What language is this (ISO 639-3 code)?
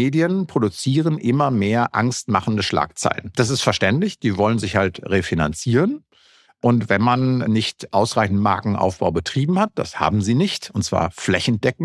deu